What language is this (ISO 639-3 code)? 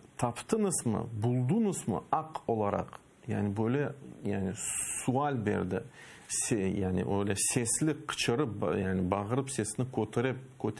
crh